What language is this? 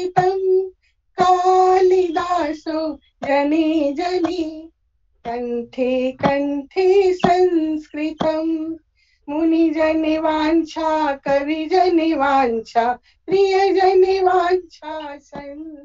Sanskrit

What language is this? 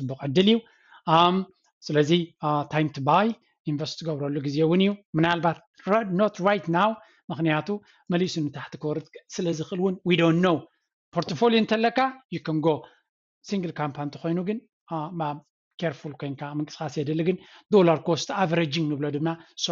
Tigrinya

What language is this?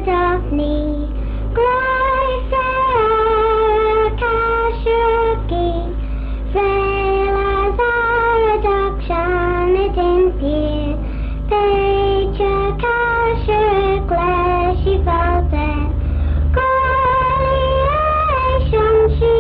Manx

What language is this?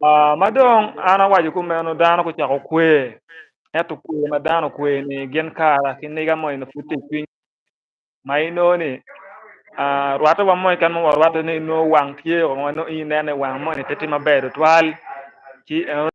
Acoli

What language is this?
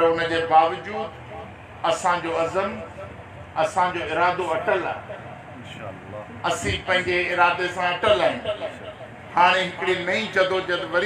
Sindhi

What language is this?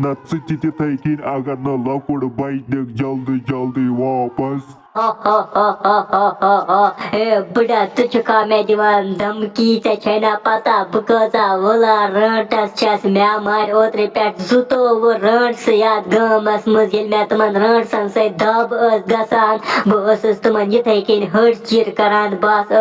Kashmiri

